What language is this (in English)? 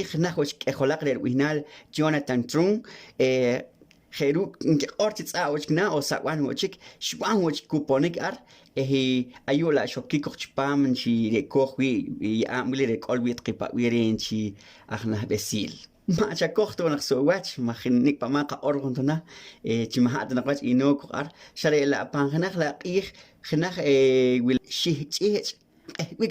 Poqomchi'